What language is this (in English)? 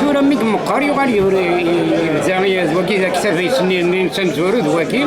Kabyle